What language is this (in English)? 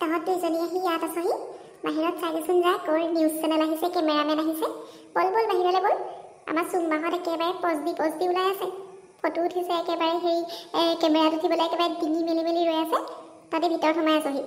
Assamese